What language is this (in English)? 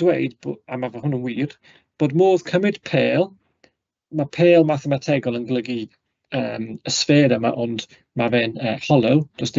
Welsh